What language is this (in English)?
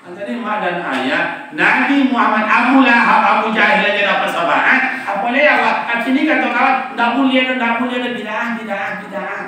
Minangkabau